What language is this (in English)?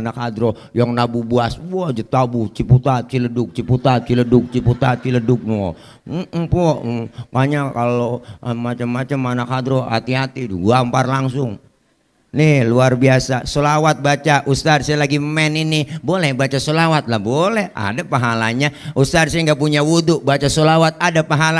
Betawi